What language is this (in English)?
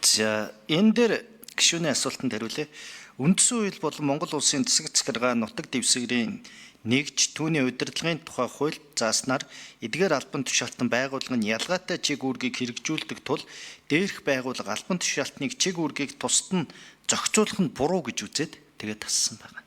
Mongolian